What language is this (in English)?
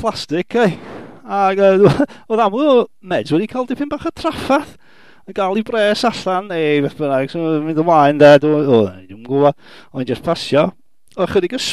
Welsh